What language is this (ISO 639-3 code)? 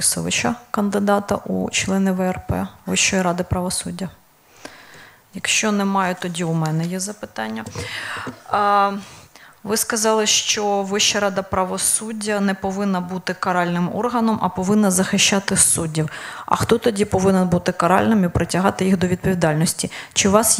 ukr